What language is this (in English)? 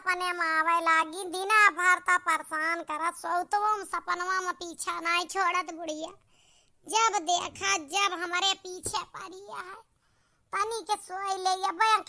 Awadhi